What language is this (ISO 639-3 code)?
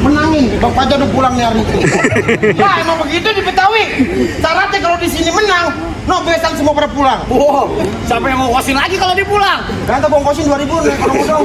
bew